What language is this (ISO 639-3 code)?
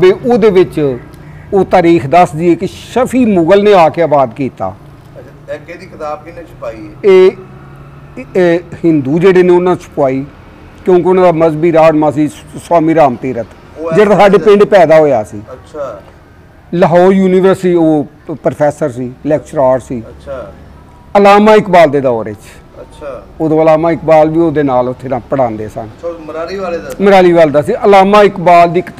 pan